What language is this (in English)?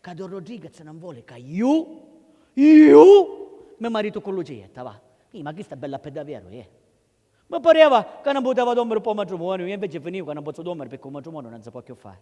Sicilian